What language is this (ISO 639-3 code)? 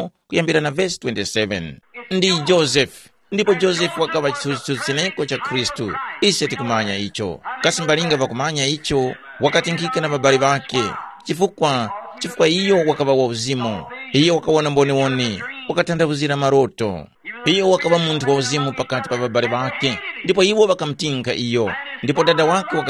tum